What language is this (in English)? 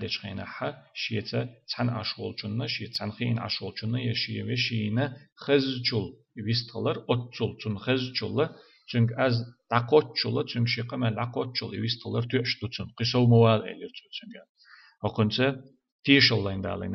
Chechen